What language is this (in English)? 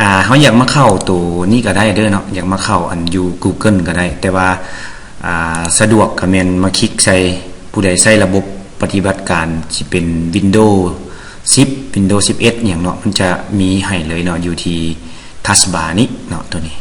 Lao